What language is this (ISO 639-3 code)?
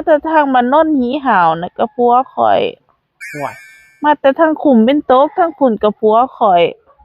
tts